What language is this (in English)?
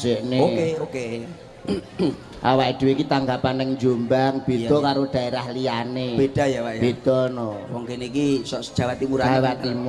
Javanese